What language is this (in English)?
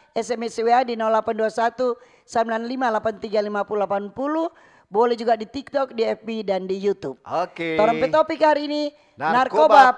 Manado Malay